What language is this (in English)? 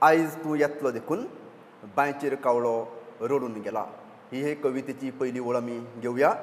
Konkani